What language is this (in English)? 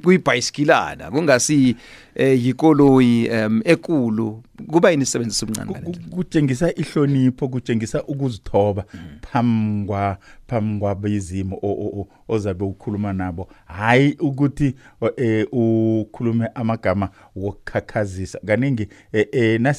South Ndebele